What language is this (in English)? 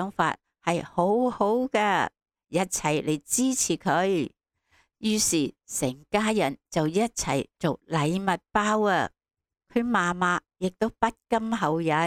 Cantonese